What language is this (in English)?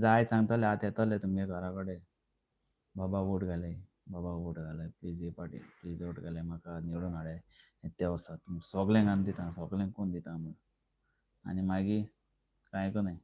Konkani